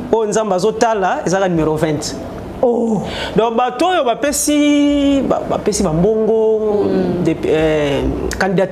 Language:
Lingala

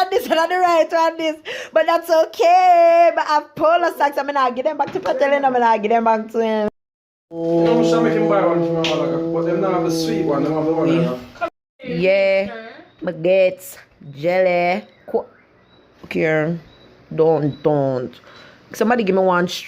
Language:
Jamaican Creole English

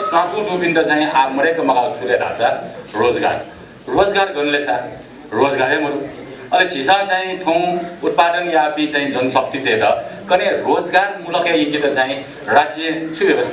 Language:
Newari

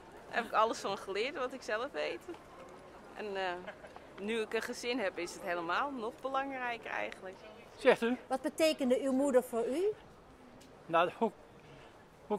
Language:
Dutch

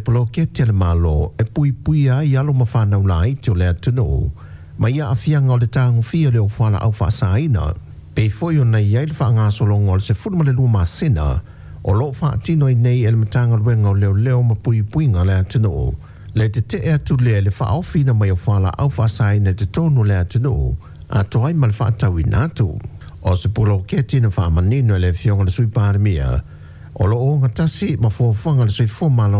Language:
Samoan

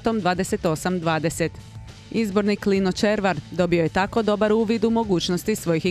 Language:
Croatian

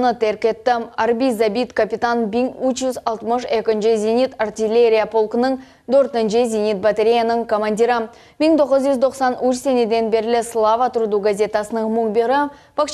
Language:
Crimean Tatar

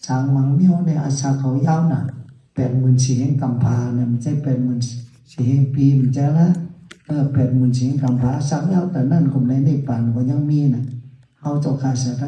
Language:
Shan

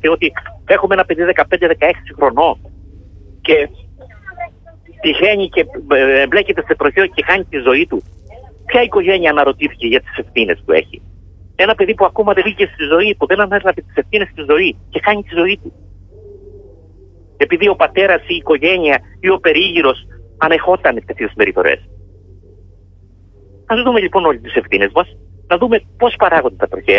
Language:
Greek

